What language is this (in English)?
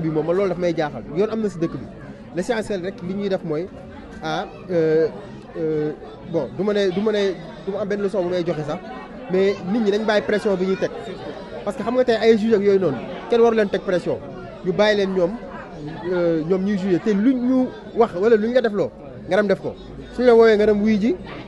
Wolof